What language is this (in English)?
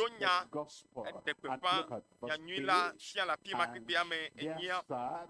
Ewe